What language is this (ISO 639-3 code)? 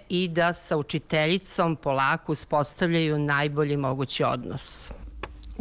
srp